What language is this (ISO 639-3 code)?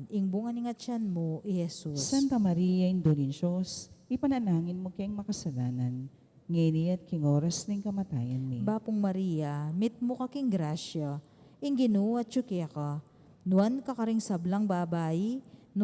pam